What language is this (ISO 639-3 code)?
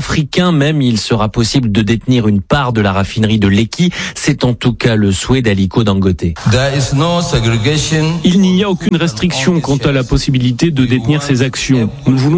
fra